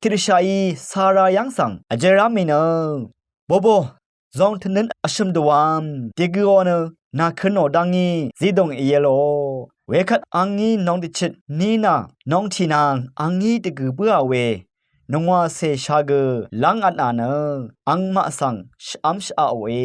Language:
Rawang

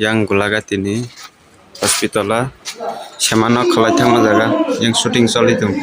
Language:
Kok Borok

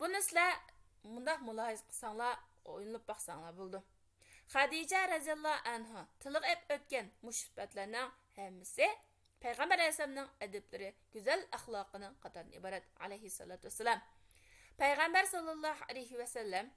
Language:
Uyghur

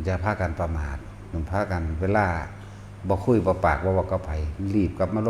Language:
Northeastern Thai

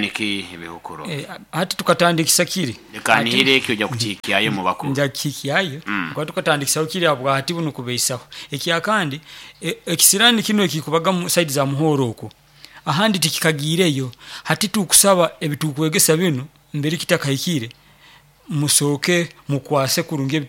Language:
Nyoro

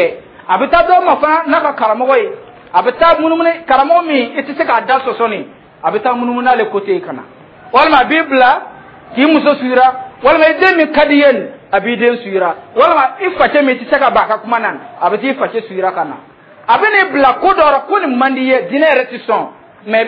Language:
Dyula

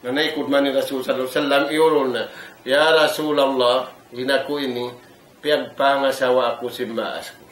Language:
Tausug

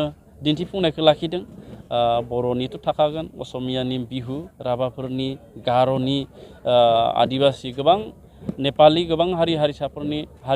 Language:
Bodo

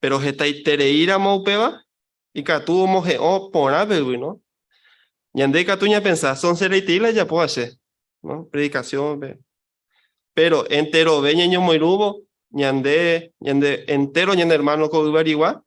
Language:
Guarani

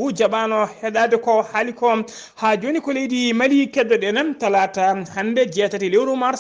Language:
Fula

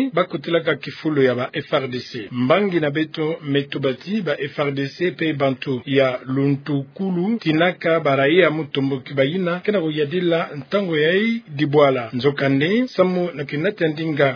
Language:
Kituba (Democratic Republic of Congo)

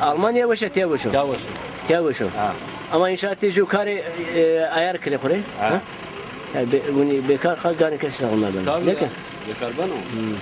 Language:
Zaza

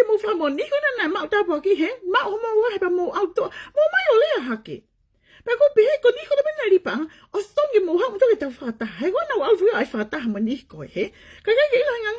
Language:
Tongan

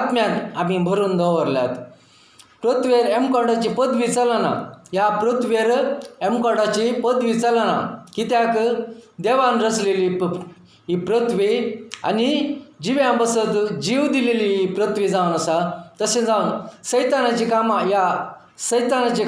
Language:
Konkani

